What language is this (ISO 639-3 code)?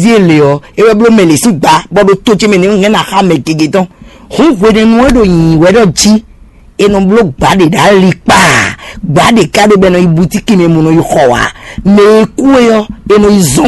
fon